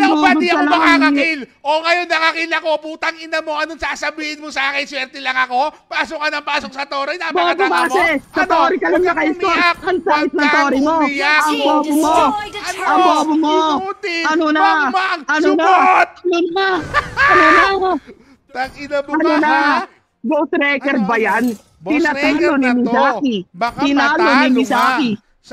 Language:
Filipino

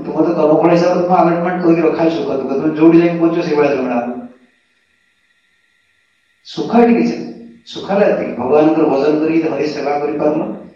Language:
Odia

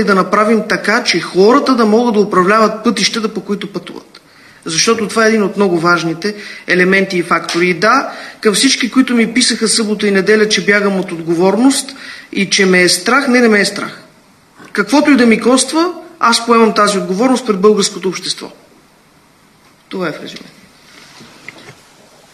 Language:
Bulgarian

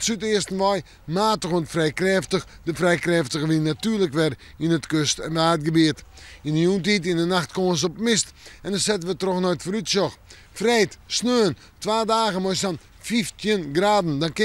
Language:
Western Frisian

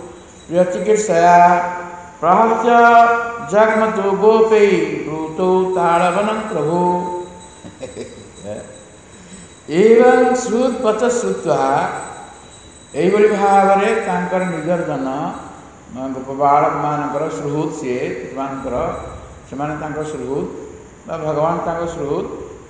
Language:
Odia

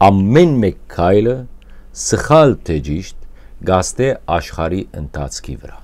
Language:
Western Armenian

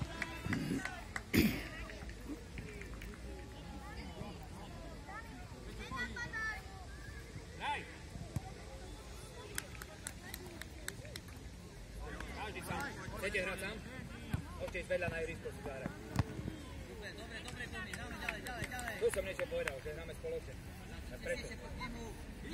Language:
Slovak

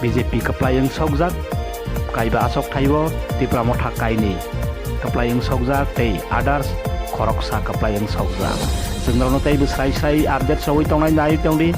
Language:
Kok Borok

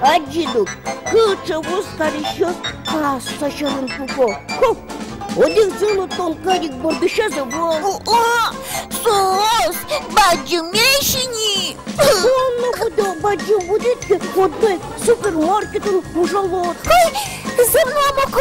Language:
Udmurt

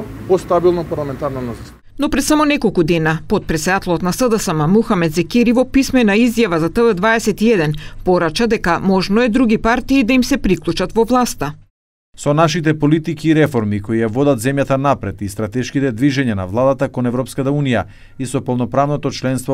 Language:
Macedonian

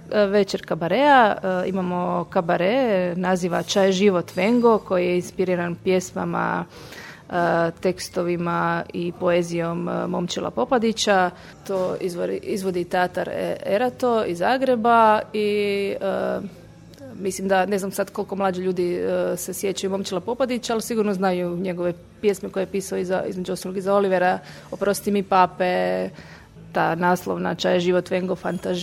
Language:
Croatian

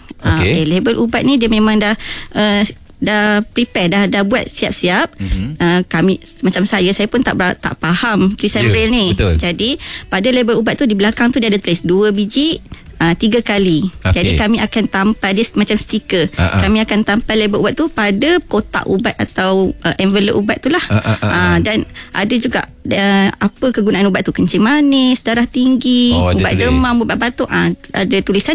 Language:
Malay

